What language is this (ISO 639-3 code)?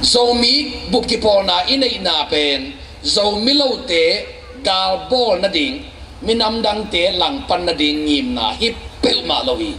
ctd